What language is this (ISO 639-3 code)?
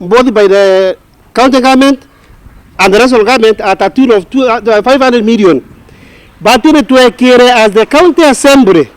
mer